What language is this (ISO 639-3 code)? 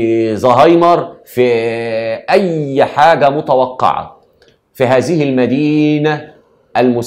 arz